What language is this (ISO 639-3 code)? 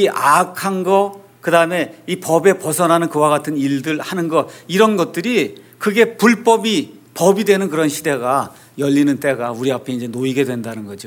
kor